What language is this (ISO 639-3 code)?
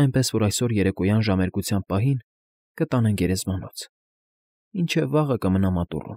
hye